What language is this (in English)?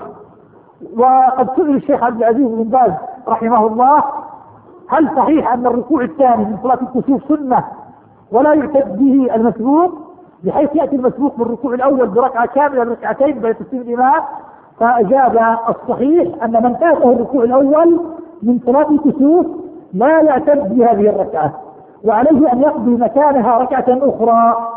Arabic